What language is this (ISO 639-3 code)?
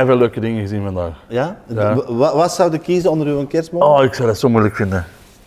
nld